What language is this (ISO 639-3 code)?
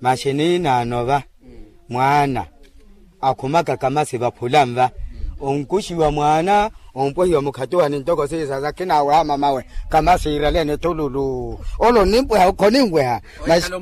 vmw